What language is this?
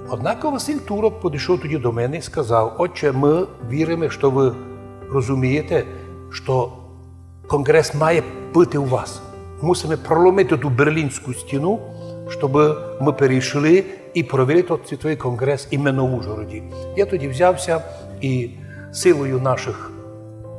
Rusyn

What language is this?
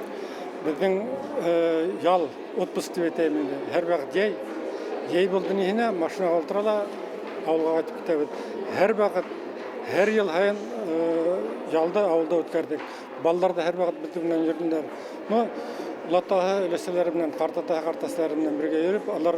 Bashkir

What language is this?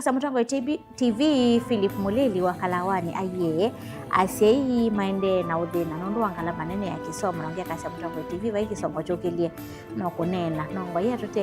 Kamba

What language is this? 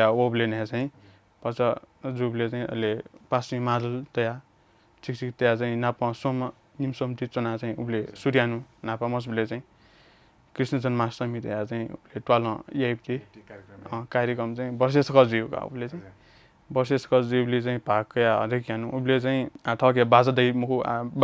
Newari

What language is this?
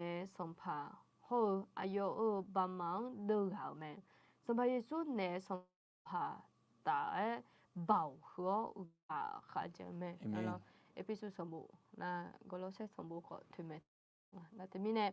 Akha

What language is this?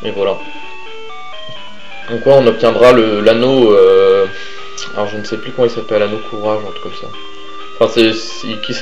French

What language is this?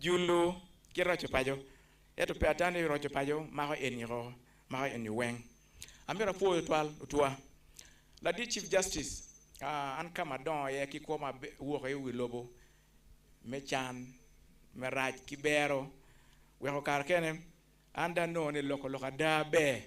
Acoli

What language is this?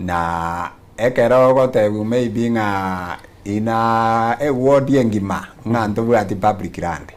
Gusii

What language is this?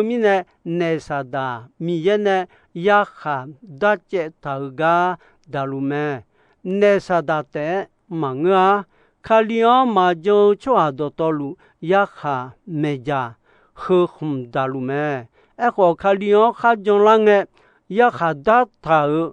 Akha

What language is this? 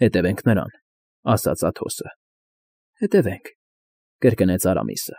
Armenian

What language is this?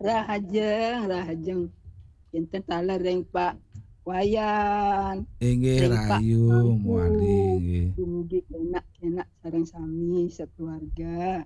Balinese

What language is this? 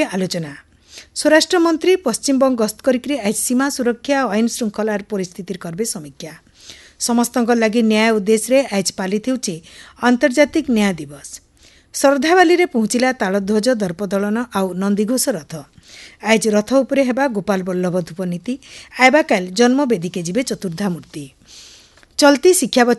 Odia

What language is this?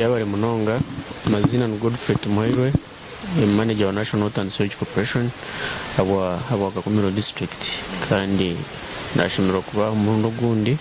Nyankole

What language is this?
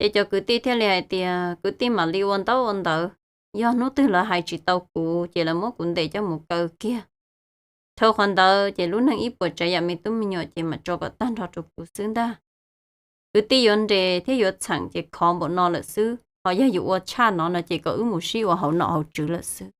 Hmong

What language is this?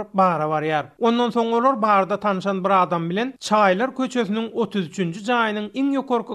Turkmen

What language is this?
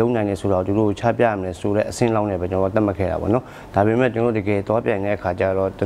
Burmese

